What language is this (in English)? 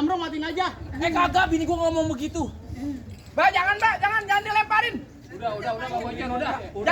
Betawi